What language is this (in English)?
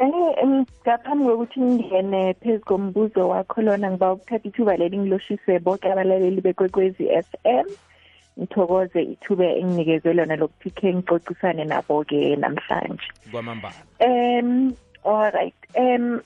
South Ndebele